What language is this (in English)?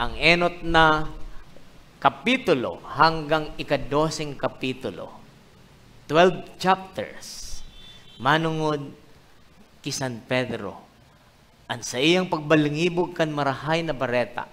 Bikol